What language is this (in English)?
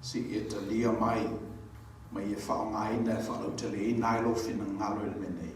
Samoan